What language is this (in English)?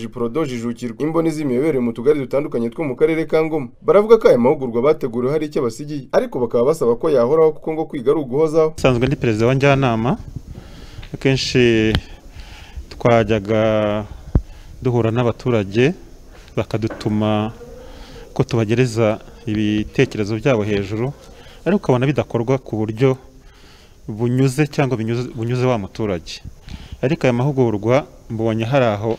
Kinyarwanda